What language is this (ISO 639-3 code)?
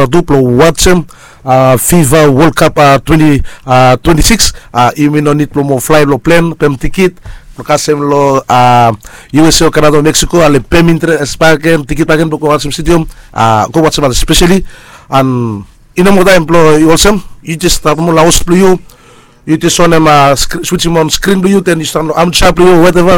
bis